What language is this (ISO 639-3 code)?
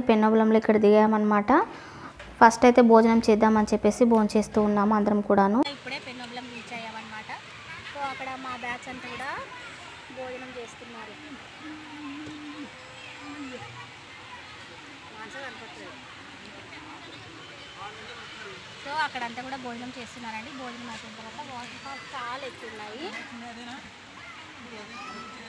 tel